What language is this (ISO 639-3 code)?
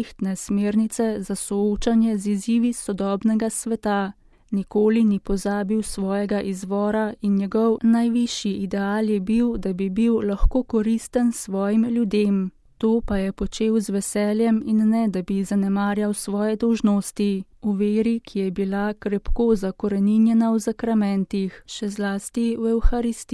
slv